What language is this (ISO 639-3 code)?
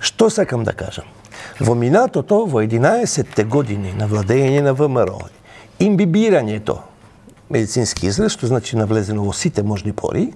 mkd